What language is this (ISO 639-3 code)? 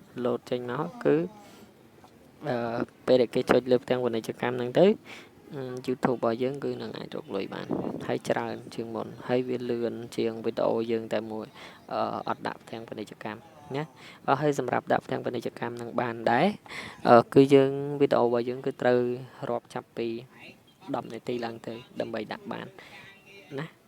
khm